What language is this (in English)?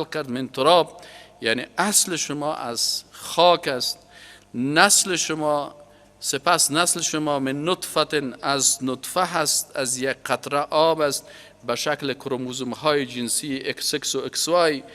Persian